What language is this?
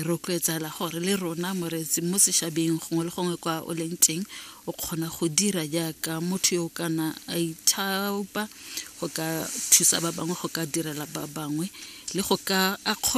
Tswana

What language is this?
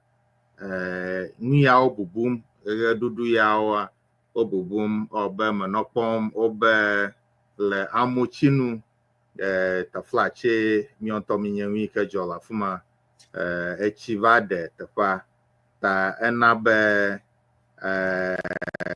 Ewe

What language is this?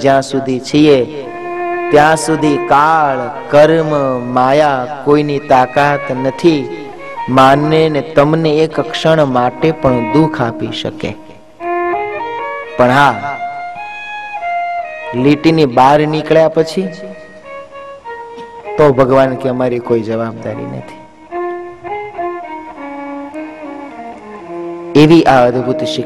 Gujarati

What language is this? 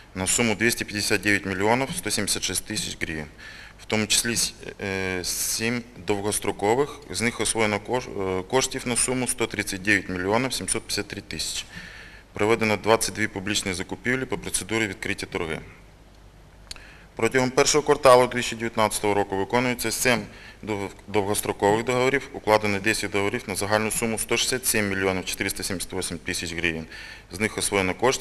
Ukrainian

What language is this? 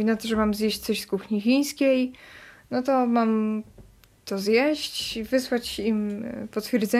Polish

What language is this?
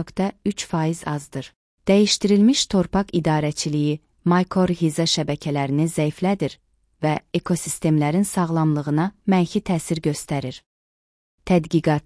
Azerbaijani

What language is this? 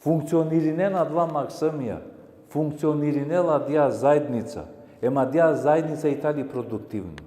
Balkan Romani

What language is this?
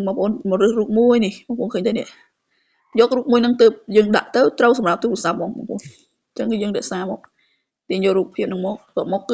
Khmer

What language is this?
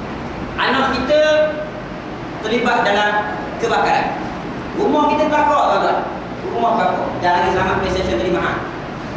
Malay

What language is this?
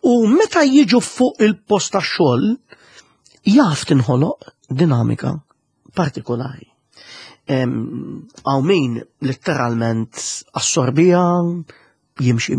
Maltese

